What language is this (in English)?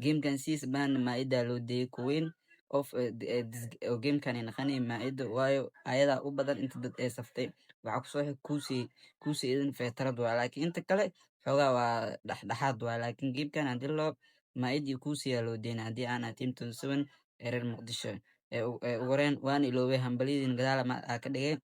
Somali